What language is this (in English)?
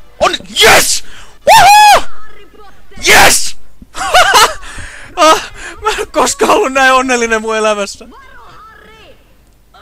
Finnish